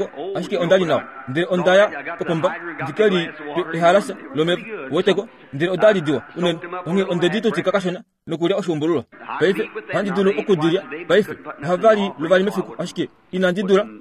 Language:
Kuanyama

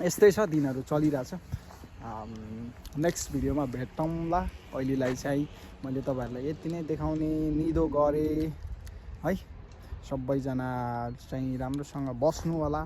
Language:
Nepali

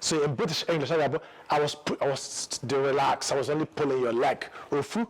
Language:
Igbo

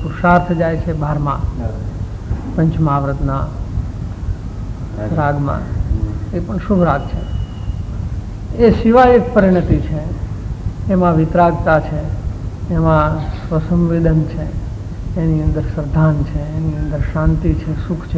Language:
Gujarati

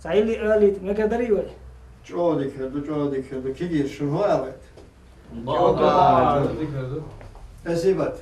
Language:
Chechen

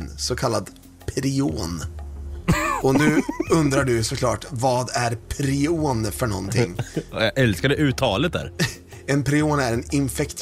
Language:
Swedish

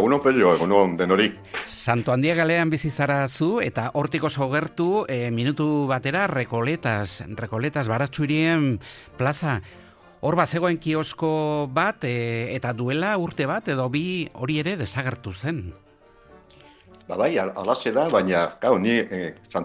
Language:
Basque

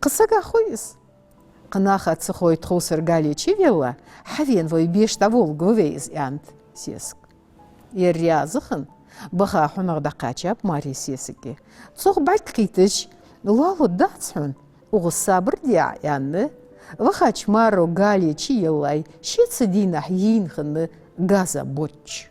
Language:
Ingush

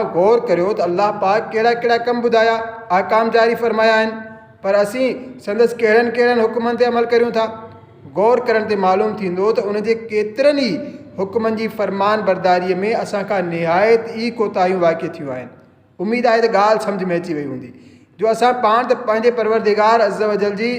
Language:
Sindhi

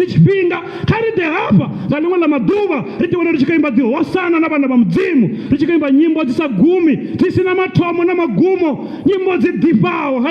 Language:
Venda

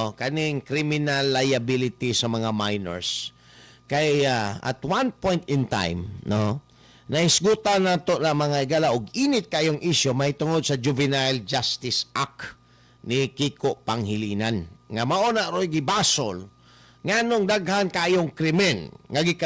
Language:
Cebuano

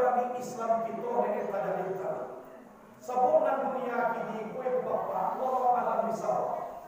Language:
Minangkabau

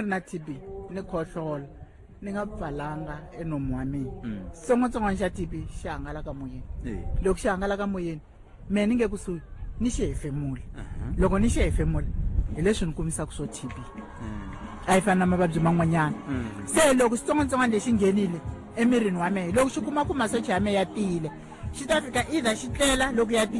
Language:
Tsonga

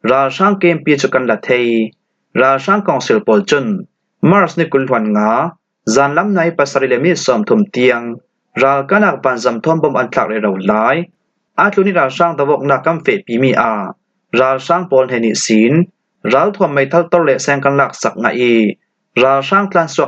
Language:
Falam Chin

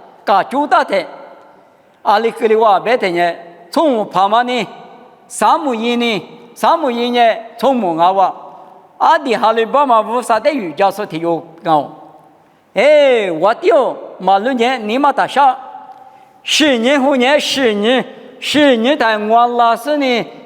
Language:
Lisu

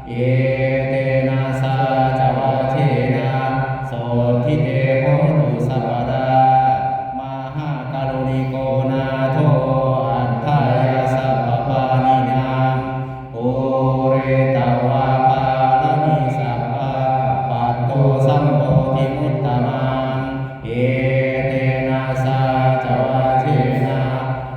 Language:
Pali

